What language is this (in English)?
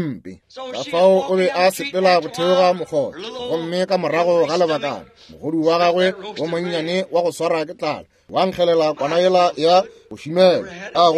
Northern Sotho